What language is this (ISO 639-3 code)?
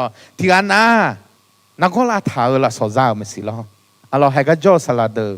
ahk